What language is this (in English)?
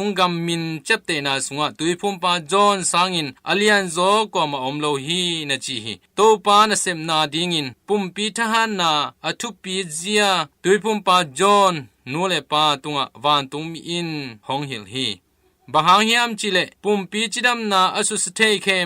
Tedim Chin